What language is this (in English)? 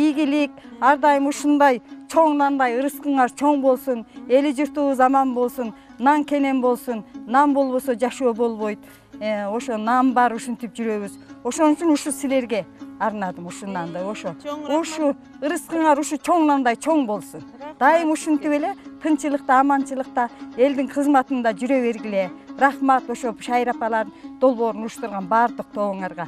Kyrgyz